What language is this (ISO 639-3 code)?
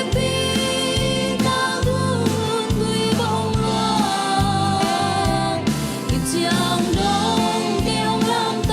ctd